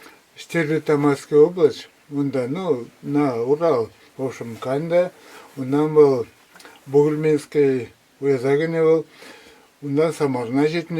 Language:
Chuvash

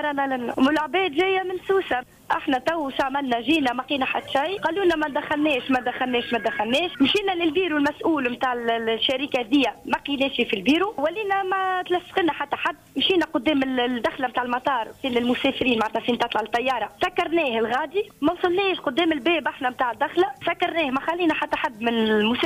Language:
Tunisian Arabic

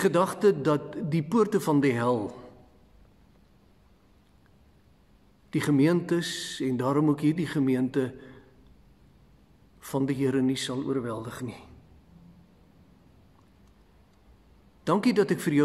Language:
Afrikaans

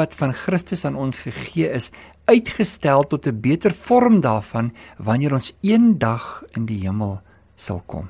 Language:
Afrikaans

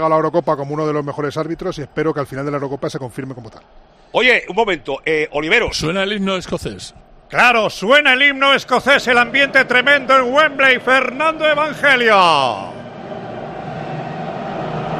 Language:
Spanish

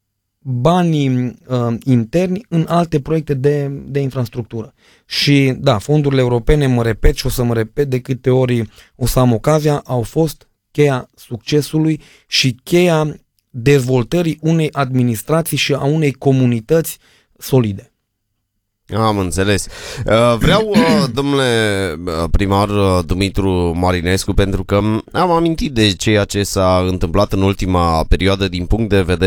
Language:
Romanian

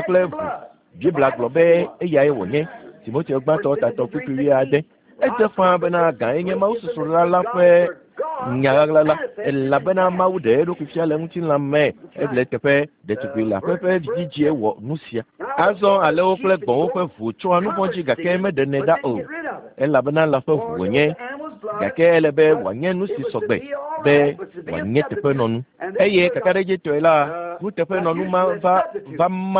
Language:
Ewe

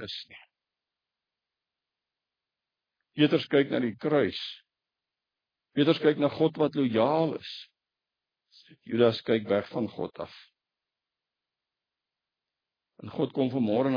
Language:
Afrikaans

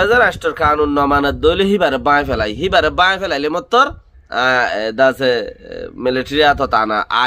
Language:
Rohingya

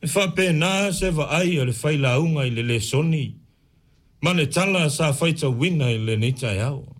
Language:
Samoan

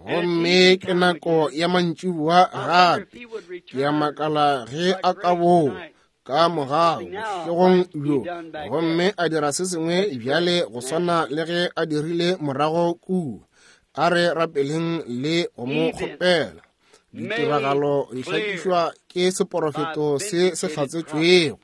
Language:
Northern Sotho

